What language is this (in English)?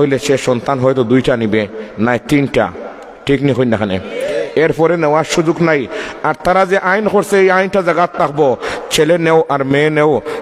Sylheti